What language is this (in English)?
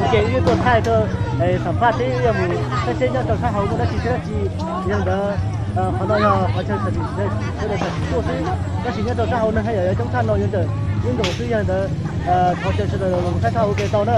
Hmong